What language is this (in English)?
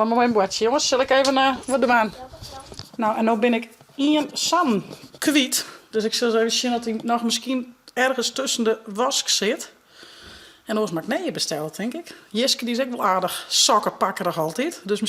Western Frisian